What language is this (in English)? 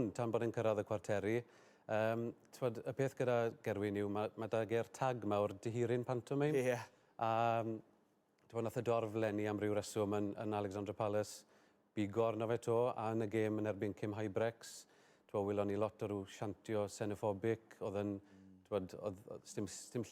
Welsh